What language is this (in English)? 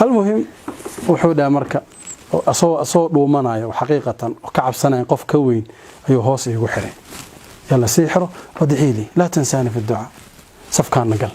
Somali